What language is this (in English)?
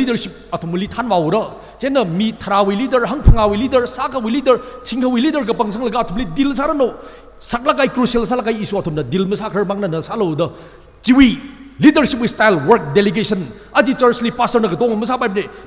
Tangkhul Naga (India)